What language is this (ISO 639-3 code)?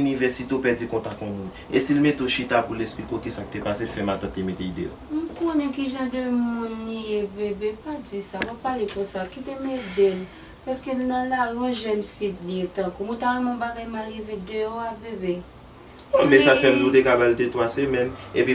hat